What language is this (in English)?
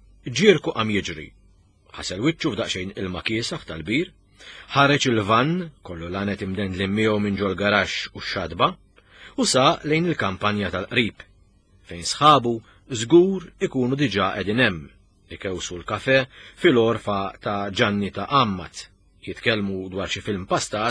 Maltese